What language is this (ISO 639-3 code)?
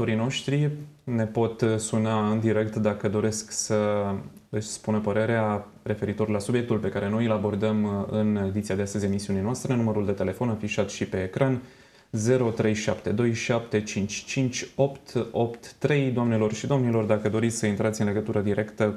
ron